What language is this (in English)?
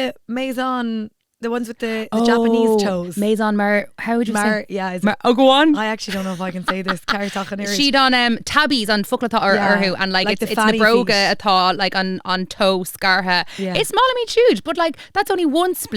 Irish